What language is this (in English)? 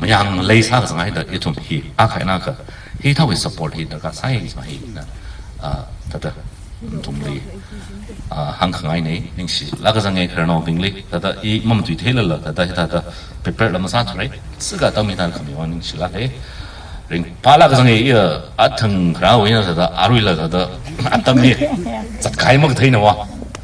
Tangkhul Naga (India)